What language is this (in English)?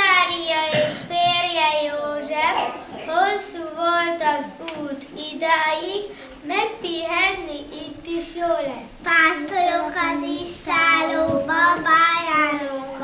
Hungarian